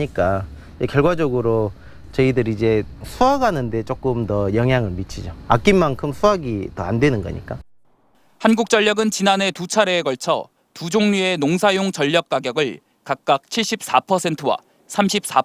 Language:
Korean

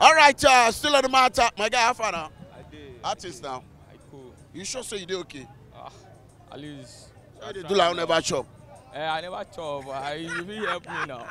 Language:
Nigerian Pidgin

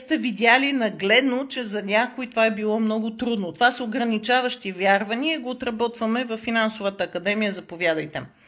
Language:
Bulgarian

